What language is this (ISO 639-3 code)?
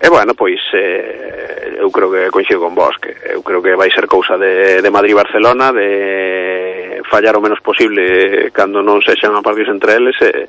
glg